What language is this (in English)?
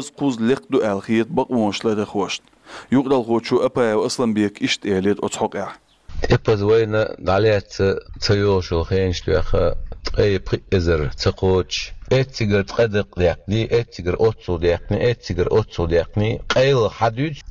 Chechen